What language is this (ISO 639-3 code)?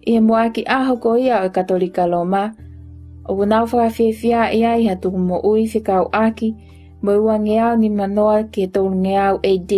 ton